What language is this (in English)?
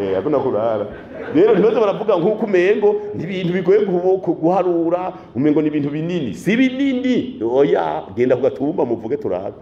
Rundi